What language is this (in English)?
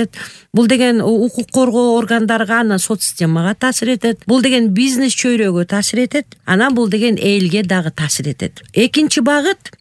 Kyrgyz